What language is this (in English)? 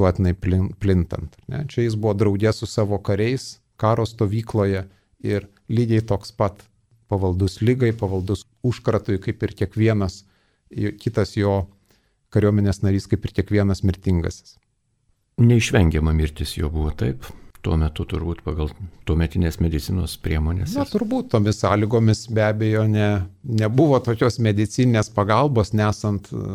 Lithuanian